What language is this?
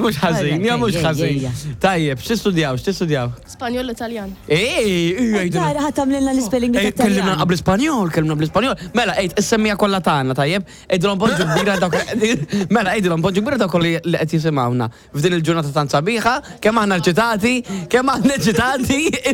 Maltese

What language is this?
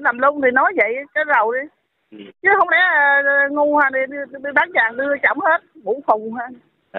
Vietnamese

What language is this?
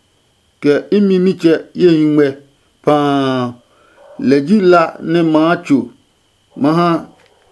Adangme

